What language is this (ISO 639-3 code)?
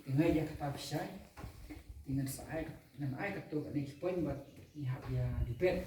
kha